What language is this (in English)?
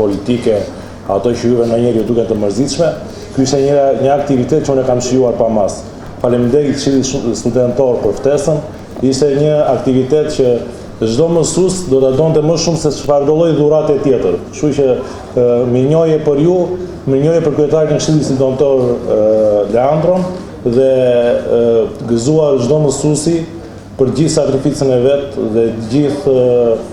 Albanian